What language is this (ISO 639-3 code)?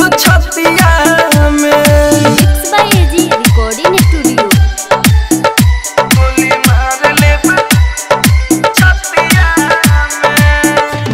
bho